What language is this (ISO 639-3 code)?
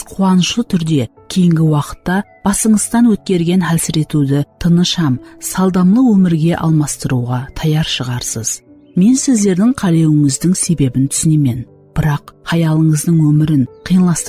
kaa